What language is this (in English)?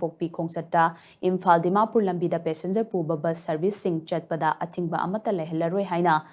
Manipuri